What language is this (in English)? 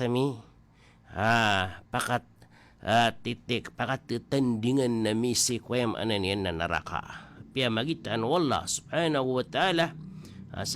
Maranao